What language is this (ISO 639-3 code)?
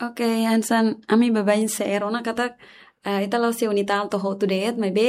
tet